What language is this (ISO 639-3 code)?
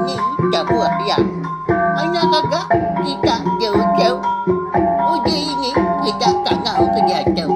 iba